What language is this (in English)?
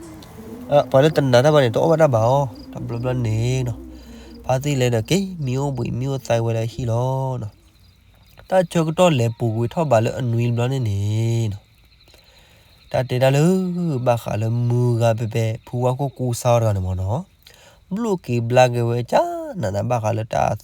S'gaw Karen